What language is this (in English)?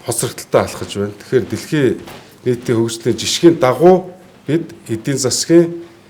Mongolian